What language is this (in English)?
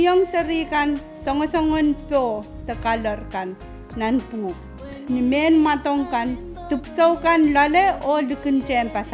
Pohnpeian